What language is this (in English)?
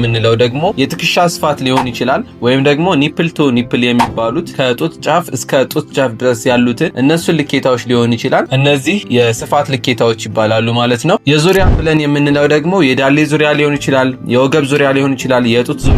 Amharic